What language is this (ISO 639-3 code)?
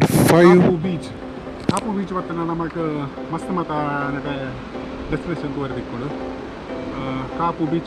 tcy